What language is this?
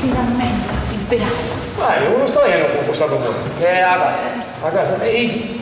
Sicilian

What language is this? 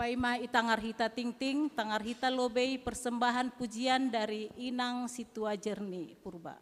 Batak Simalungun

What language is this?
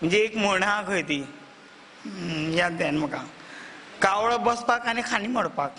Konkani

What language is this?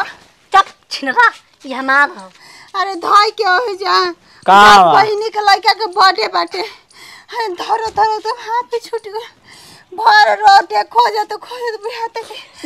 Bhojpuri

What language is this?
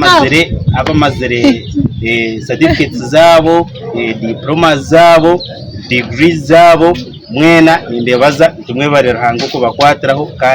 Nyankole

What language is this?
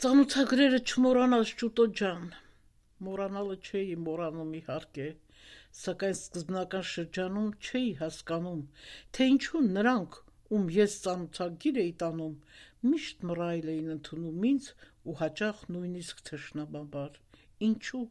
Armenian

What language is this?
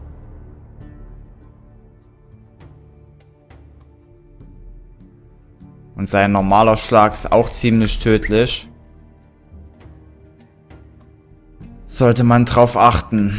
German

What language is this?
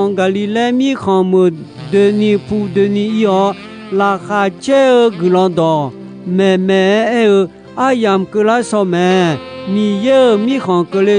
Akha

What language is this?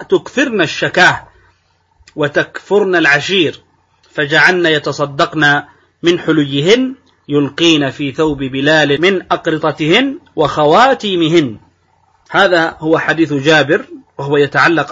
Arabic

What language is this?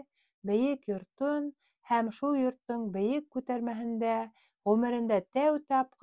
Bashkir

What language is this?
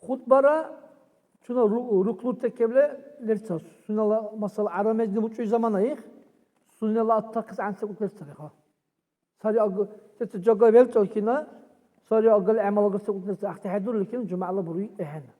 Dargwa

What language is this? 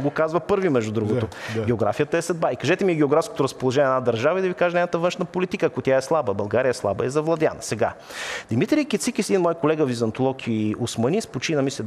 Bulgarian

